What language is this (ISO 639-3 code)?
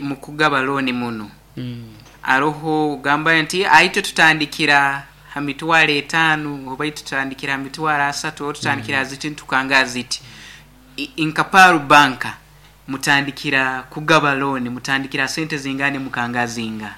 nyn